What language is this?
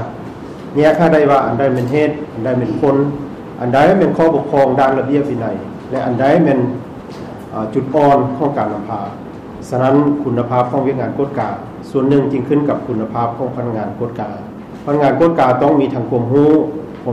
Lao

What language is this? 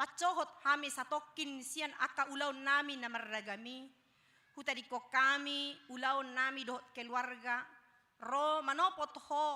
Batak Toba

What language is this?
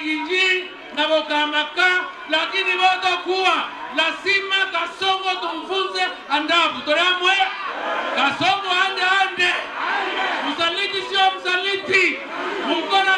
Meru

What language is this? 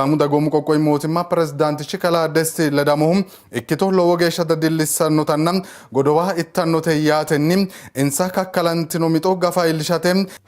Sidamo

